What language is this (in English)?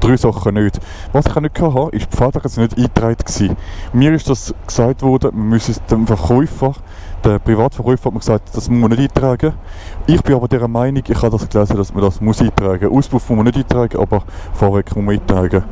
Swiss German